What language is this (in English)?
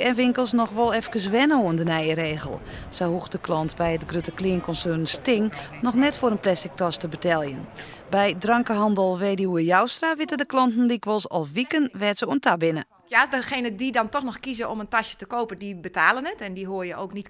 Western Frisian